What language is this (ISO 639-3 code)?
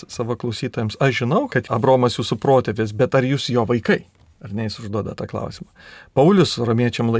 lit